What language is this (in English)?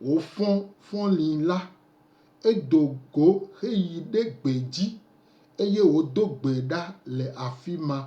Gen